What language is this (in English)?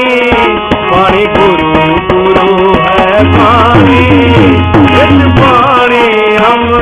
Punjabi